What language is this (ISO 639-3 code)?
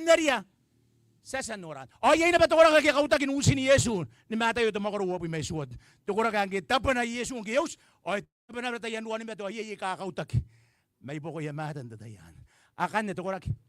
gil